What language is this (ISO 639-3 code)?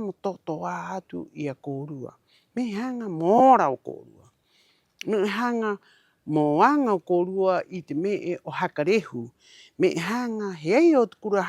rap